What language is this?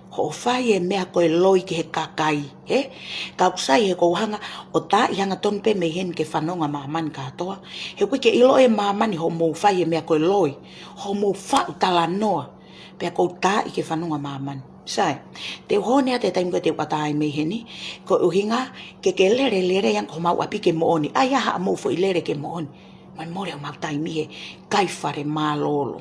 Tongan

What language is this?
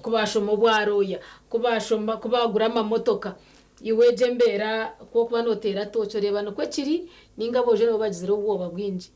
Nyankole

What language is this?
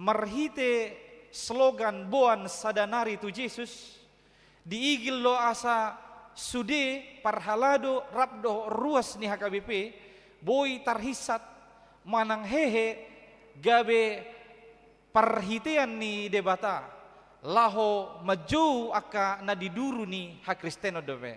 Batak Toba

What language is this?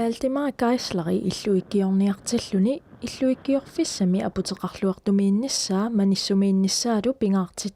Kalaallisut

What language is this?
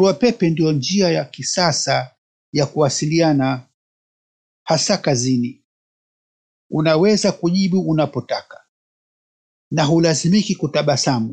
Swahili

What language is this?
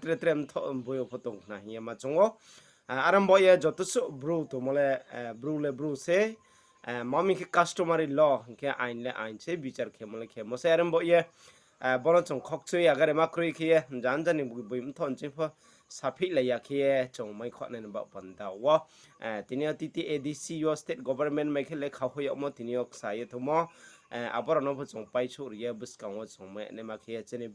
Riang (India)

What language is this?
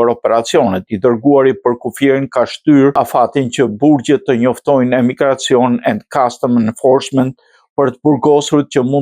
Albanian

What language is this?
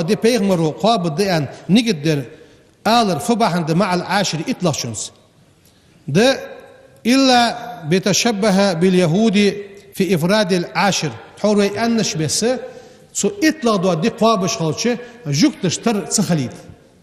Ingush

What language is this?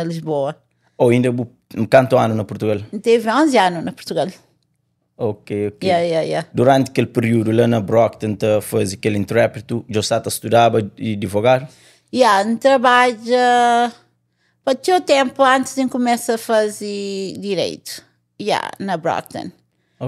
Kabuverdianu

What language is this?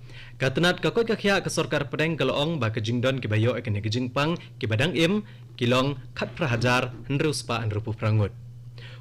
Khasi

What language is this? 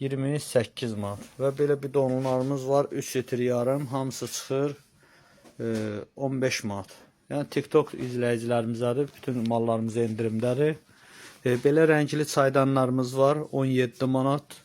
Azerbaijani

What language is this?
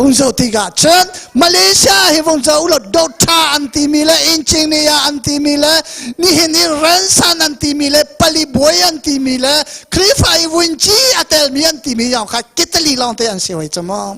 Hakha Chin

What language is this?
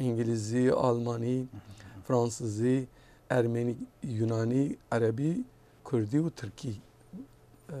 Kurdish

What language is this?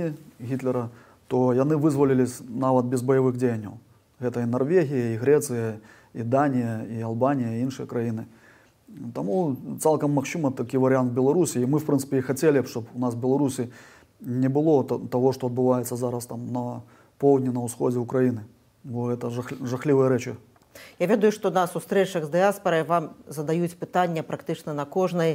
Belarusian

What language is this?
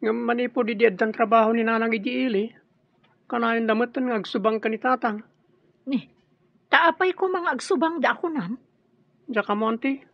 Iloko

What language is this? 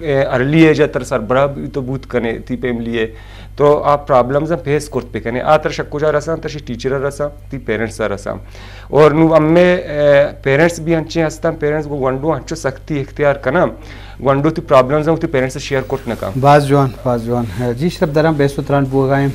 Eastern Balochi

